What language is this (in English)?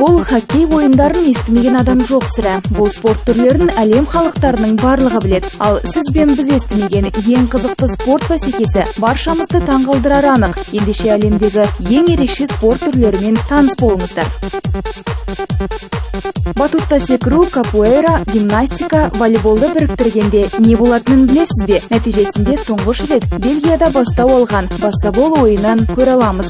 Kazakh